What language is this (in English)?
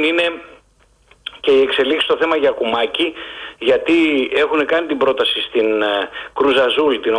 Greek